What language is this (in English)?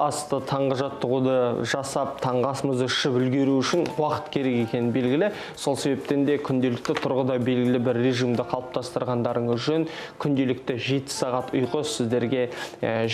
Kazakh